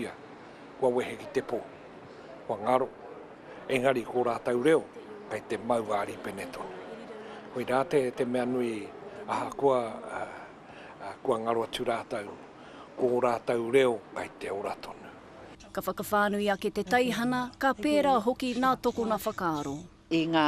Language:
Māori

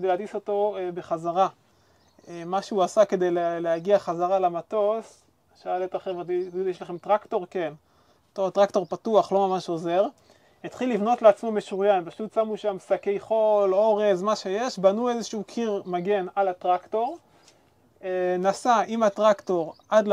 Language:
Hebrew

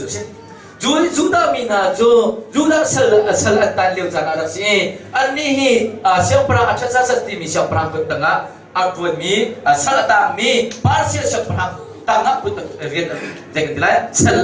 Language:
Hakha Chin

